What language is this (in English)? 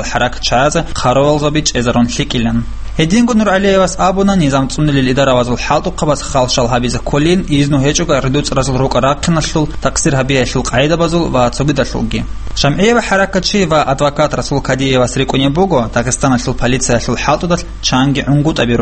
Avaric